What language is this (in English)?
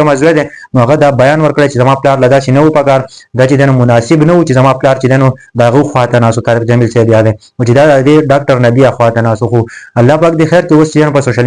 Pashto